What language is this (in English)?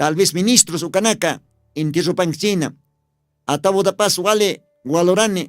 Aymara